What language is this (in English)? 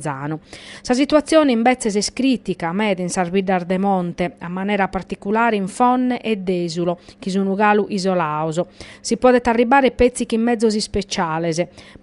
Sardinian